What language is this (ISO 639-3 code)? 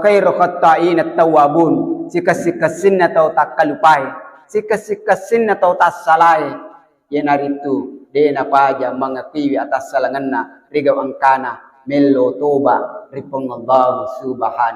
bug